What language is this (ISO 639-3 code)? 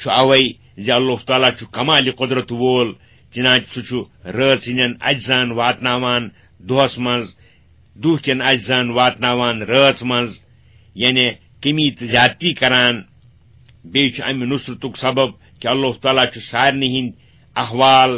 kas